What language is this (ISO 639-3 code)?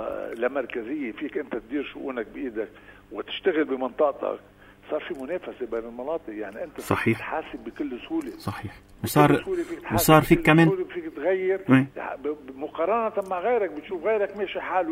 apc